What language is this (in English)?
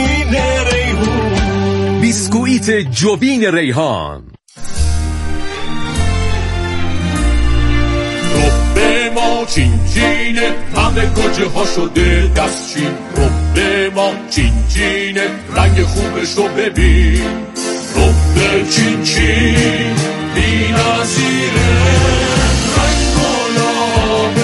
Persian